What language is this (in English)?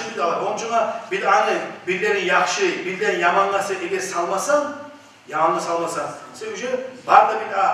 Kumyk